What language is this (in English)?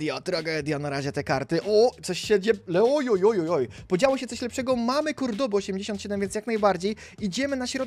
Polish